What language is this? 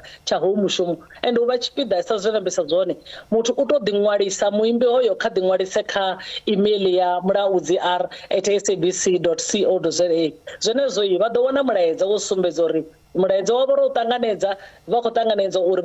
Venda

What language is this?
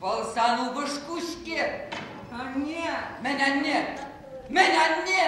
Chuvash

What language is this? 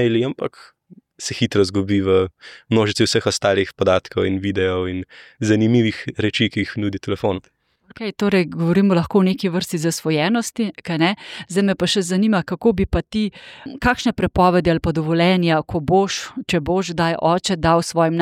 Slovenian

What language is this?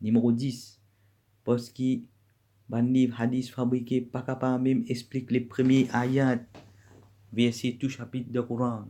Morisyen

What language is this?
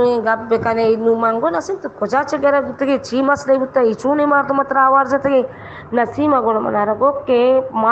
Baluchi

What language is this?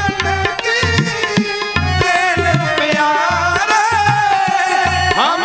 Punjabi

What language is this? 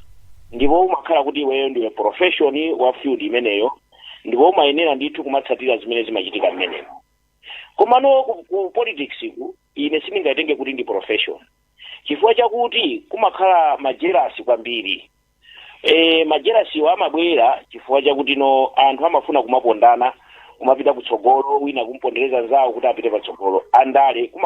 Nyanja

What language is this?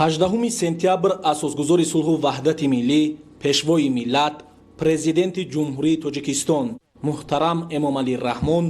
Tajik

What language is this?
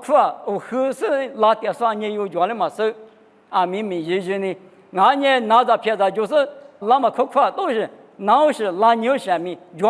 Lisu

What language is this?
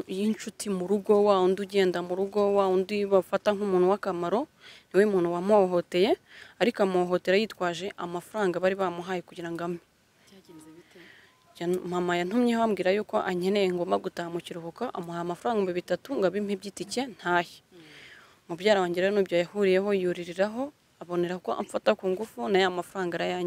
Kinyarwanda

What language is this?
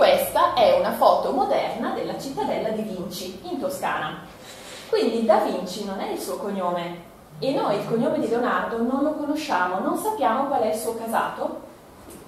Italian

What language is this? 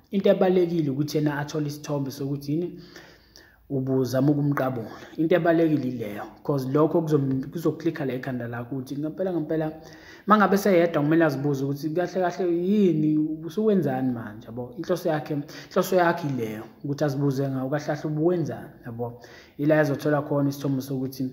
Zulu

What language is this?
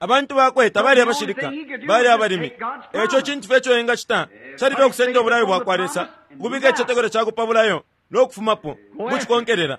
Bemba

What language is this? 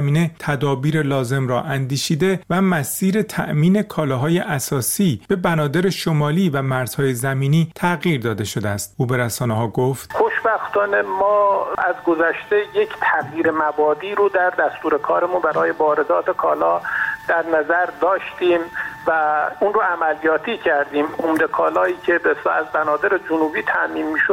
Persian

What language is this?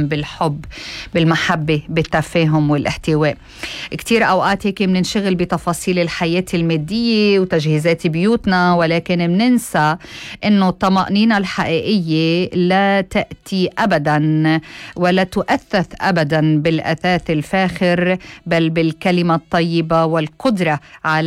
North Levantine Arabic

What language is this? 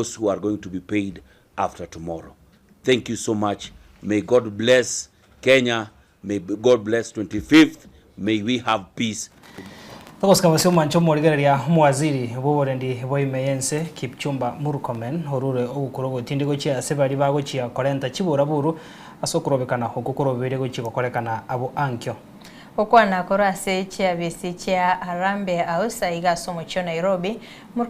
Gusii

